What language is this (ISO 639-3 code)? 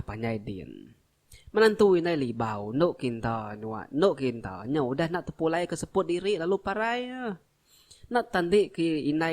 iba